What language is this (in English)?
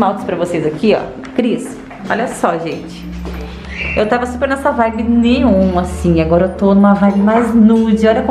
Portuguese